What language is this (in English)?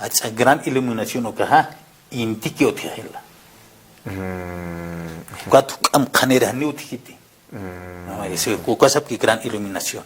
Aymara